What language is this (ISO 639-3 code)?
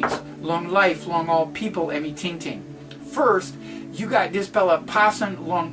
tpi